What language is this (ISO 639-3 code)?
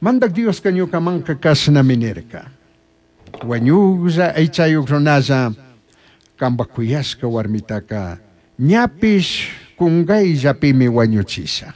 qug